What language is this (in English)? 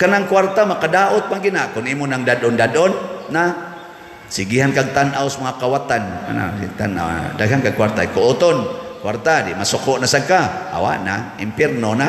Cebuano